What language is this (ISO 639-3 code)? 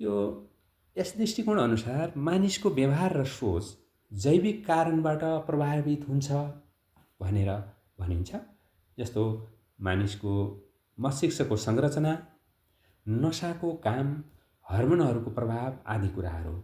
nep